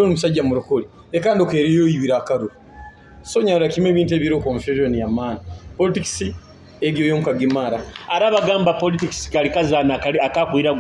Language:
Nyoro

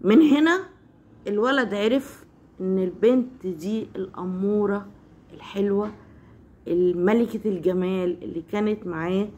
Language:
Egyptian Arabic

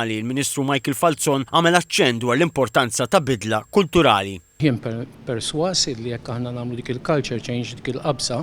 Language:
Maltese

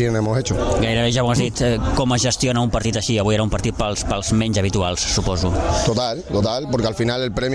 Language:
Catalan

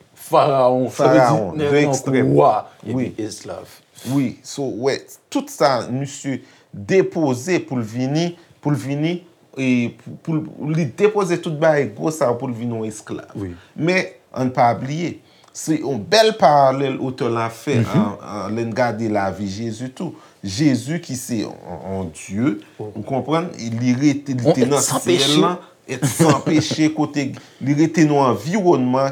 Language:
Haitian Creole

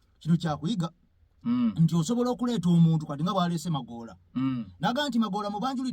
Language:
Ganda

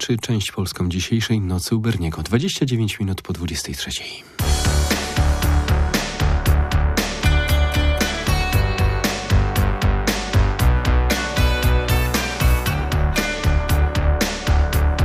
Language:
Polish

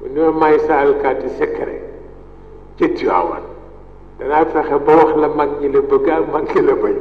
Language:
Wolof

